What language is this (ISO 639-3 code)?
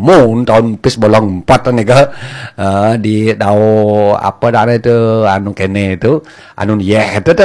ban